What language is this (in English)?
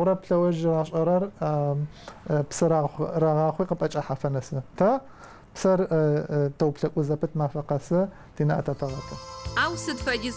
Adyghe